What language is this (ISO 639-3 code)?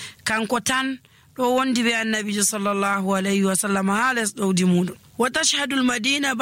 fuv